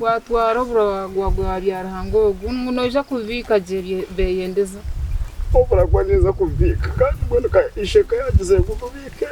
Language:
Nyankole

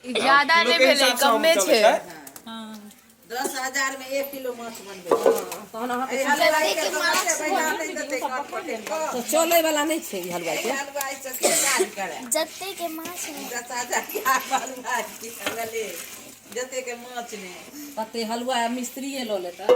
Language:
Maithili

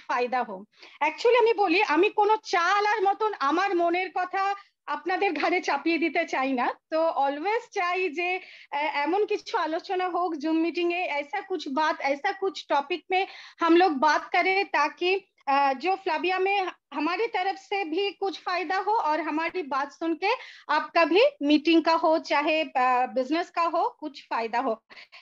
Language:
Bangla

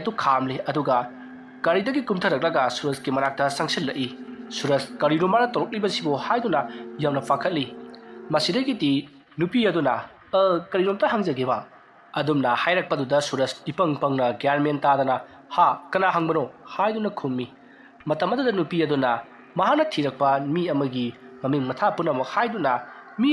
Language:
Manipuri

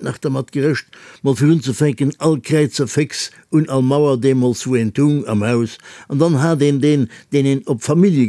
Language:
Luxembourgish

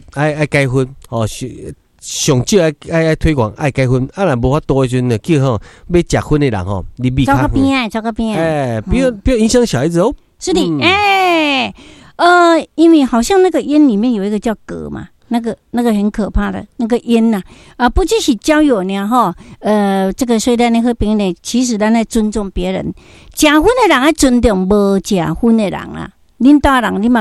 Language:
Min Nan Chinese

